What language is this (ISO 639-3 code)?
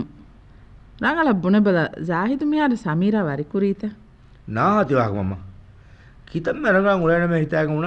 div